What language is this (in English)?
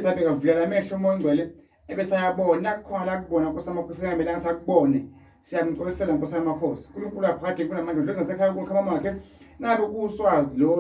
Zulu